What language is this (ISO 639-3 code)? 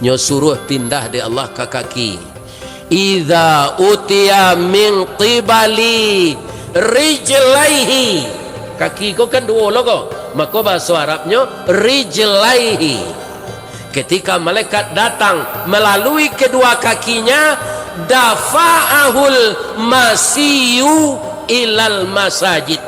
min